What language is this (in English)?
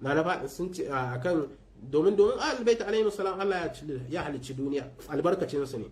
Hausa